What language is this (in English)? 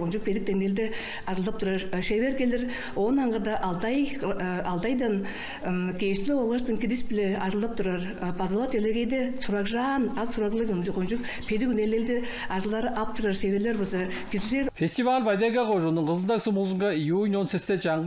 Tuvinian